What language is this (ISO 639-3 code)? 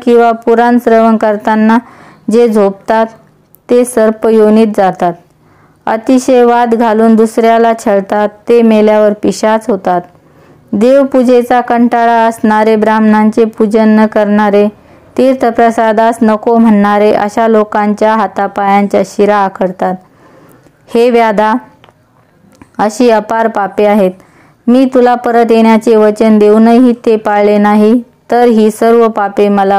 mar